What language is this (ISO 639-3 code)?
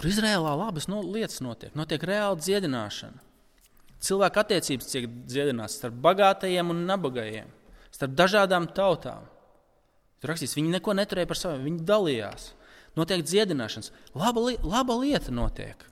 lav